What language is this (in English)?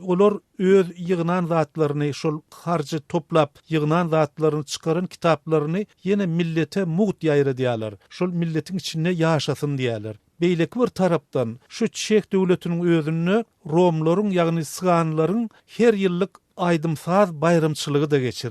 Turkmen